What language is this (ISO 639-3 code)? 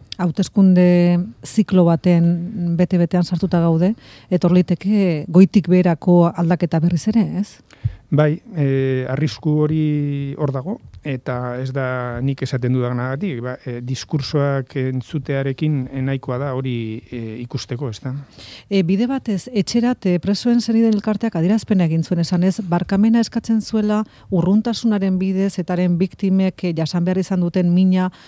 eus